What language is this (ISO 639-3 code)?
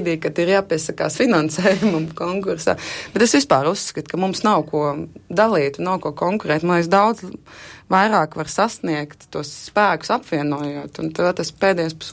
lav